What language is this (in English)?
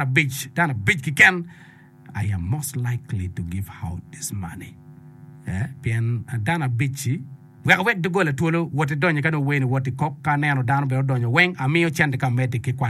Acoli